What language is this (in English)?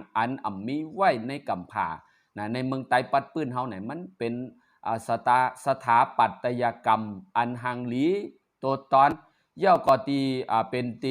Shan